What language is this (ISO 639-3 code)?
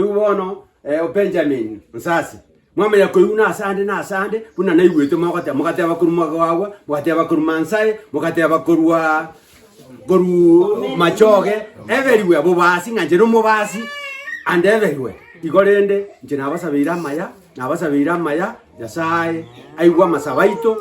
guz